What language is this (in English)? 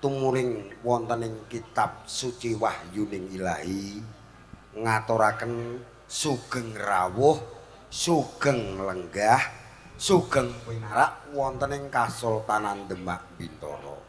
Javanese